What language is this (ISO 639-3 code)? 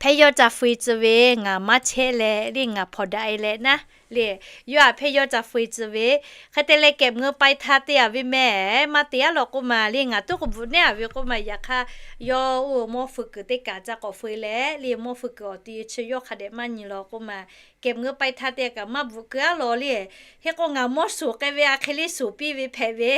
lhu